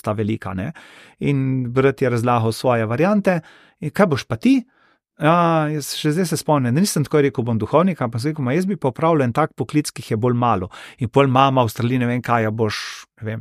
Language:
Slovenian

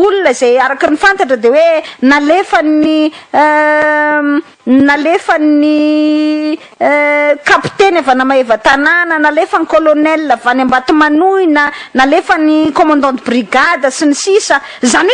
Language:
Malagasy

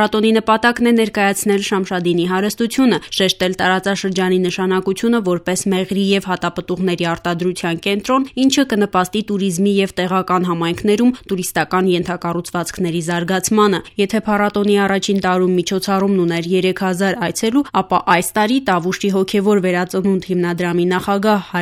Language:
Armenian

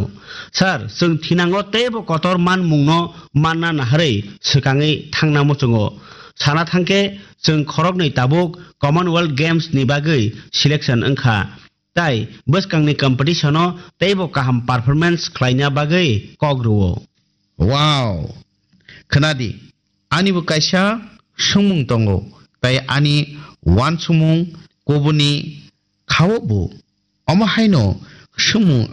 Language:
Kok Borok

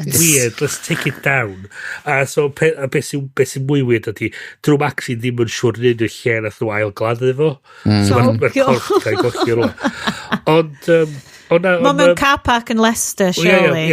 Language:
Welsh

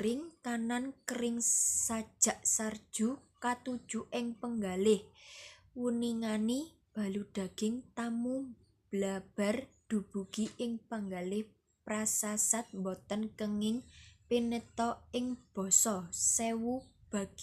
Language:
Javanese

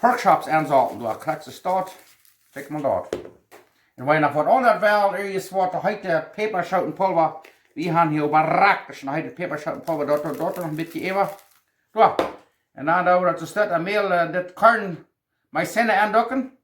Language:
Plautdietsch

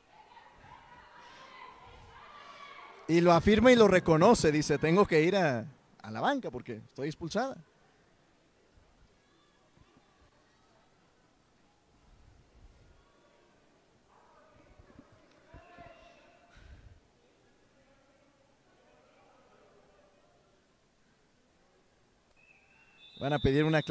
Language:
Spanish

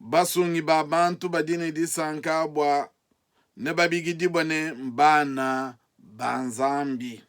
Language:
Luba-Lulua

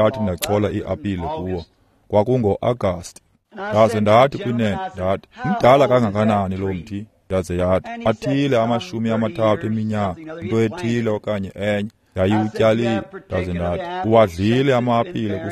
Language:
Xhosa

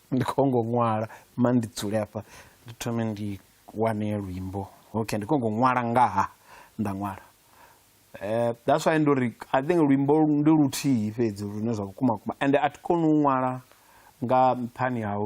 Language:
Venda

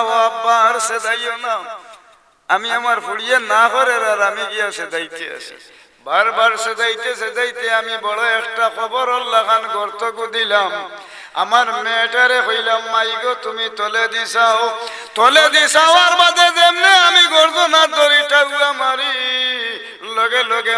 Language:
Sylheti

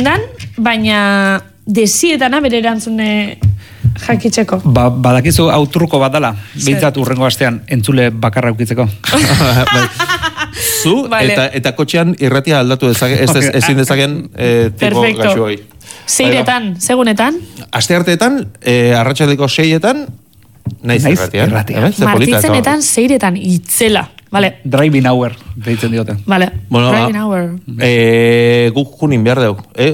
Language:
Basque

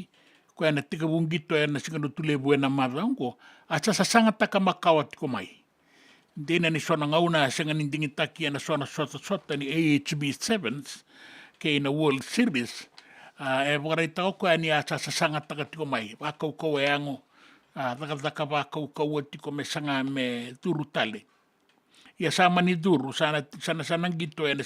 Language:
Fijian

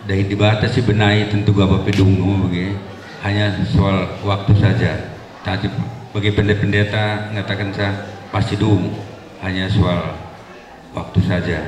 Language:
Batak Karo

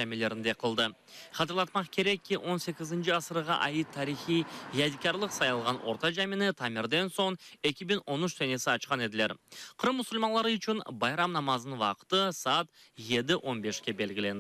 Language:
Crimean Tatar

